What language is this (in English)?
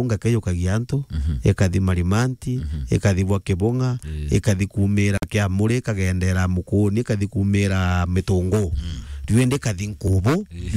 Meru